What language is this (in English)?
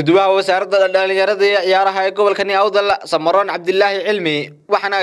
Somali